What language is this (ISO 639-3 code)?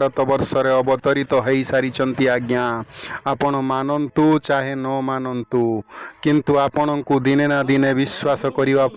ori